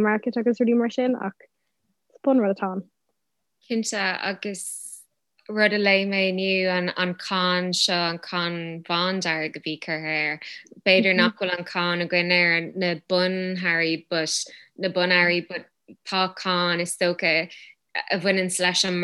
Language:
Irish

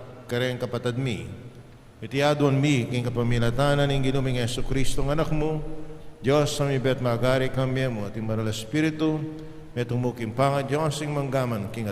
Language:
Pampanga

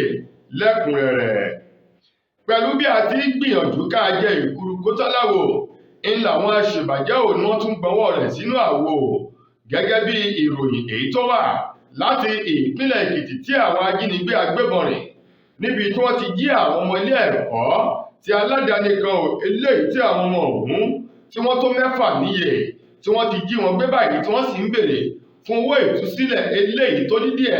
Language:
Yoruba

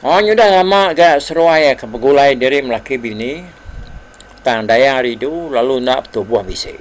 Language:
Iban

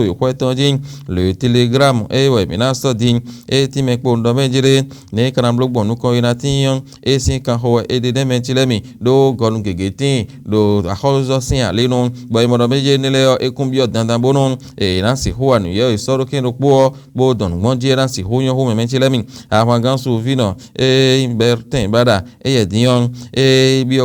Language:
Fon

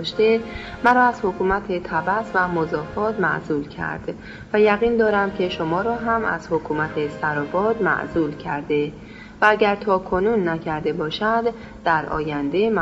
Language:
Persian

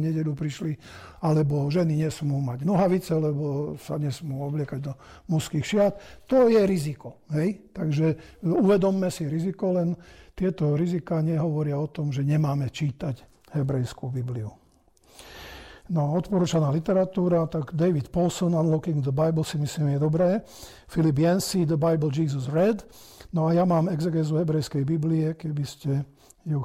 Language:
Slovak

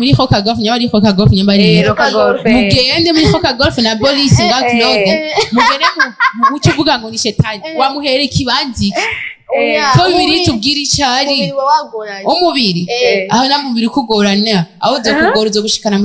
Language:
Rundi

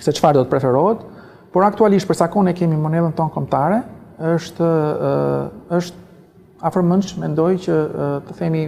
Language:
Albanian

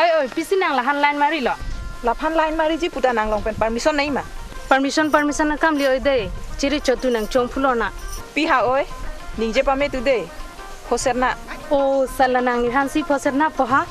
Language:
Karbi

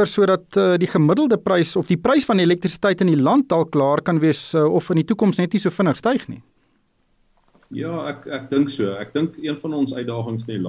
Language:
Afrikaans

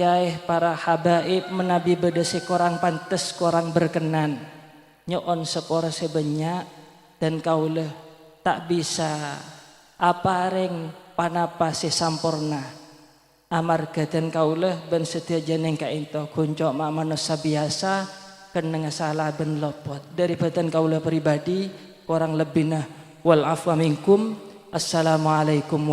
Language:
Madurese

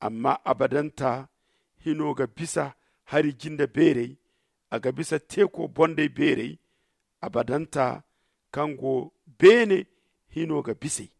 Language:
Zarma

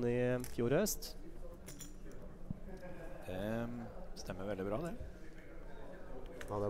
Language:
Norwegian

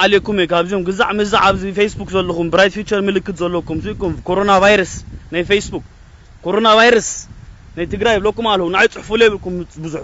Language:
Tigrinya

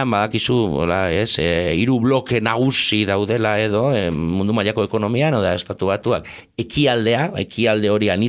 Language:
Basque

